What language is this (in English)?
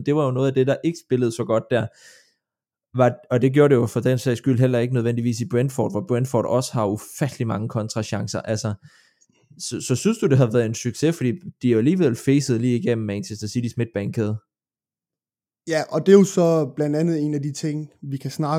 Danish